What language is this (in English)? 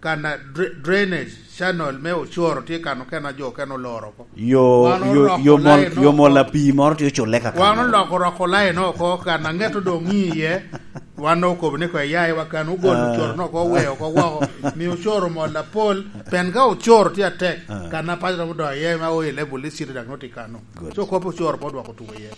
Lango (Uganda)